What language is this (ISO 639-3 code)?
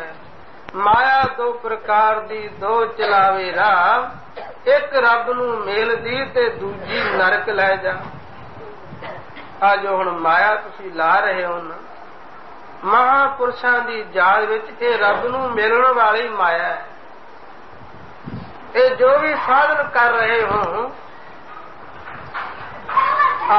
pan